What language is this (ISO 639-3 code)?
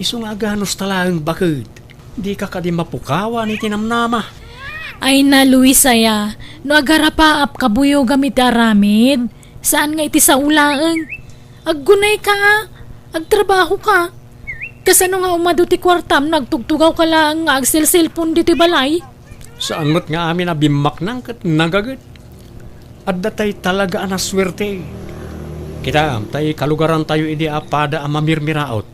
ilo